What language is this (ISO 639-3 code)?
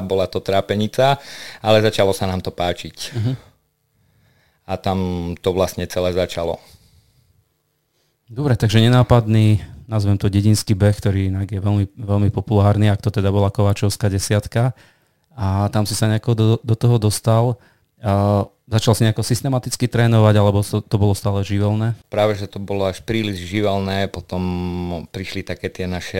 slk